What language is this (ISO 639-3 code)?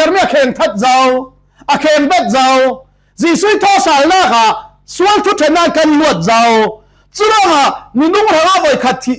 cfm